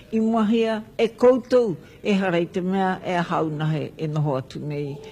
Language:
Māori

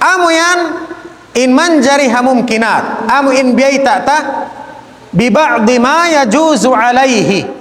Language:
Tausug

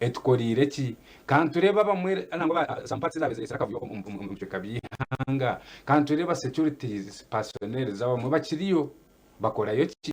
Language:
Nyankole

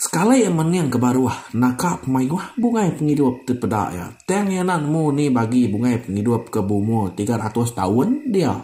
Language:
Iban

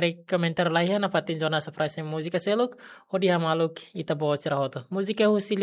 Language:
Tetum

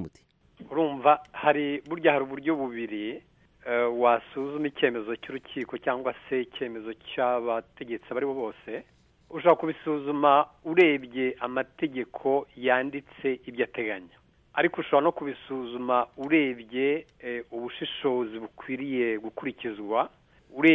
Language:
Kinyarwanda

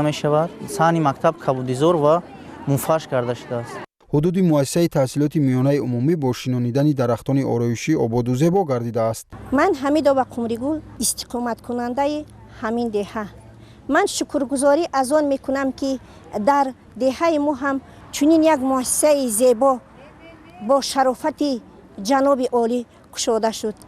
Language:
Tajik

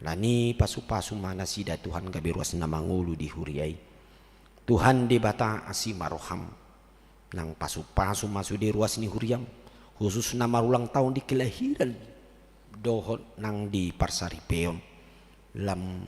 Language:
Batak Toba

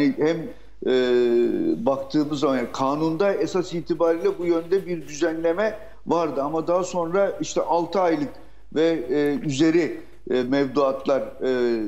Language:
Turkish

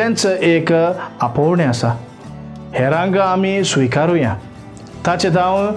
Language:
Konkani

